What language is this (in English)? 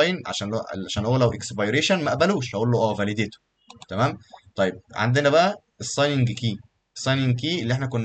Egyptian Arabic